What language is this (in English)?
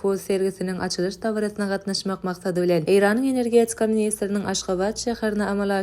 Turkmen